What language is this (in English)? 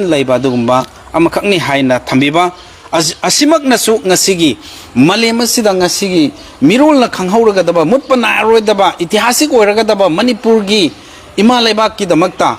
Manipuri